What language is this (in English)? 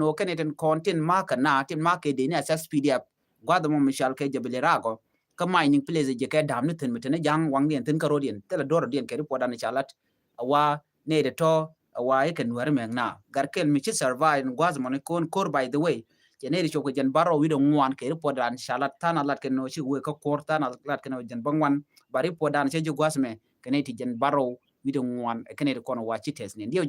Nuer